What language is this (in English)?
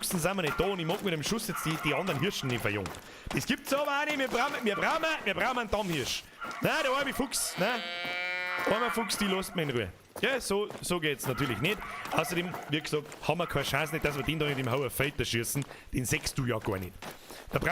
Bavarian